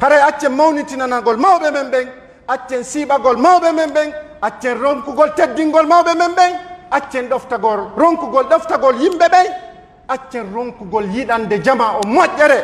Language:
Pular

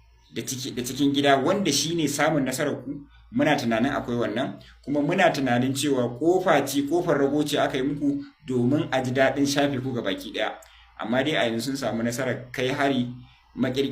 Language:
Hausa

